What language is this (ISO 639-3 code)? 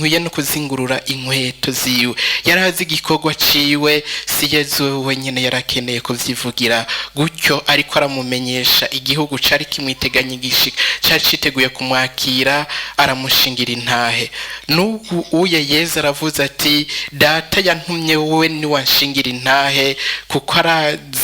run